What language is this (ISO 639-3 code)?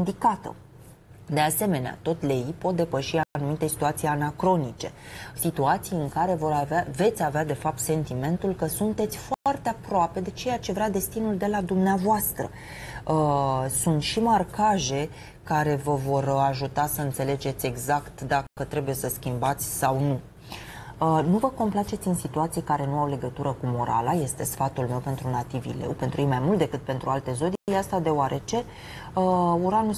ron